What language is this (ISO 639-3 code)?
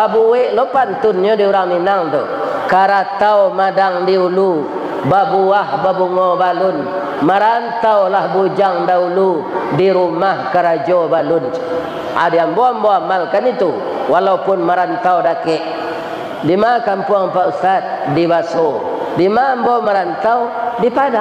min